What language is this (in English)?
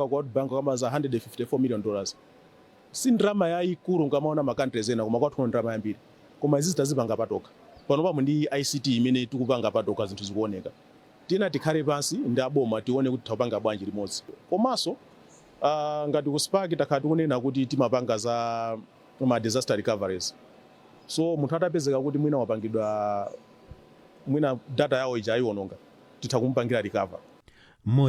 Nyanja